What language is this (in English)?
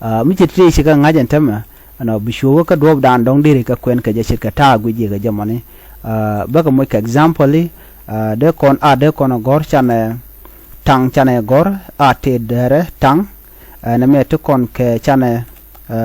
Nuer